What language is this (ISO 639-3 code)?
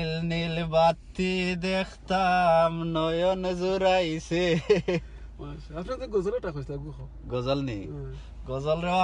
syl